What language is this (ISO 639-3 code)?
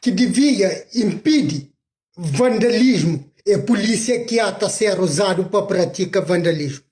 kea